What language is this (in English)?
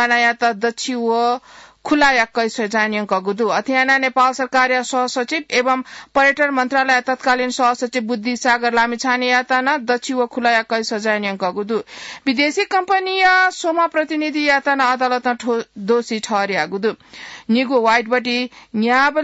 Newari